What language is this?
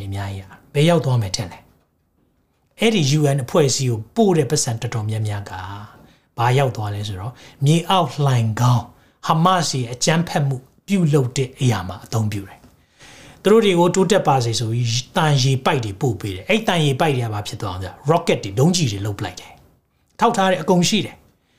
Burmese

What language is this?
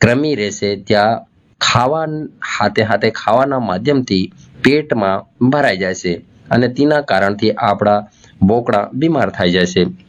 Gujarati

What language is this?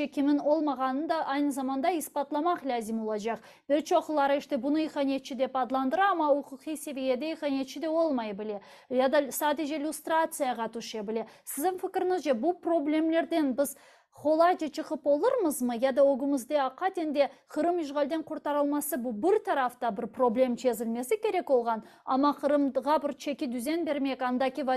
Crimean Tatar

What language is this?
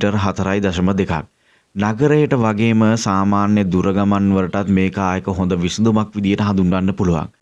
Sinhala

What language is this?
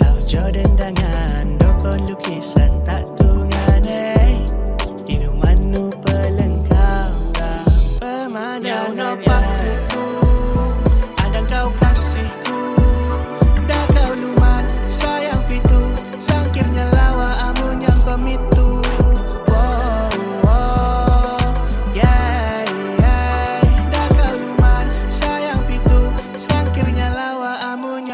Malay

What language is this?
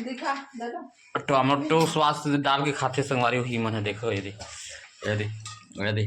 Chhattisgarhi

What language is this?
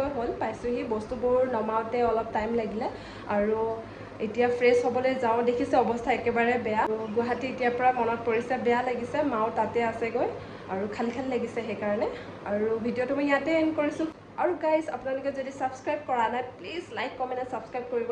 Assamese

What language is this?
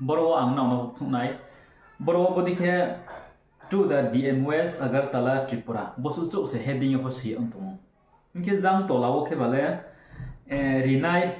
Riang (India)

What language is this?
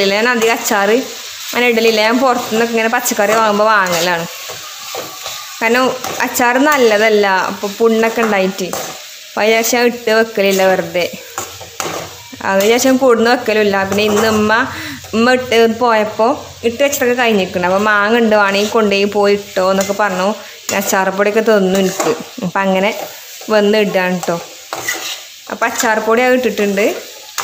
Malayalam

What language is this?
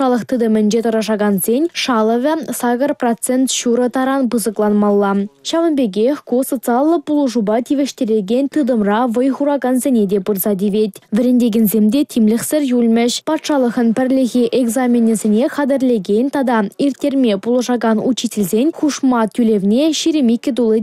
Chuvash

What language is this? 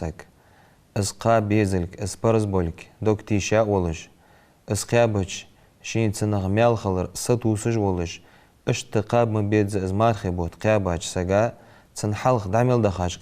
Ingush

